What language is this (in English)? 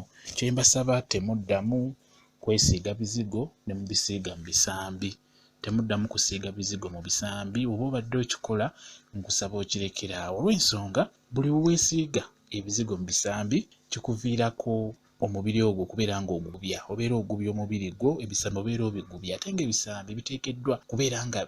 Ganda